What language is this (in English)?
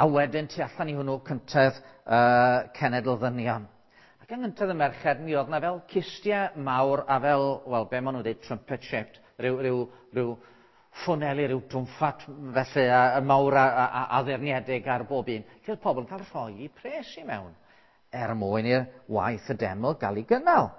Welsh